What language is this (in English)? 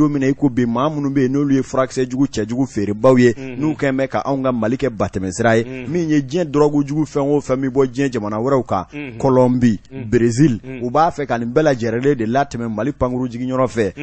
Bambara